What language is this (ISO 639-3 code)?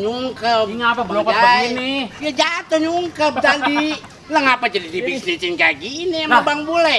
bew